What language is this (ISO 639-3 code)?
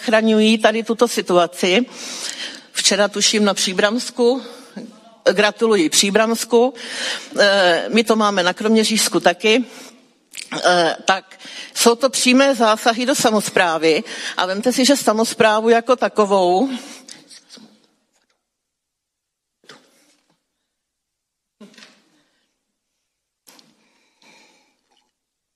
ces